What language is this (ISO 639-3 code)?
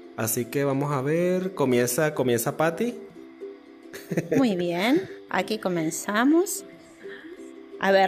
spa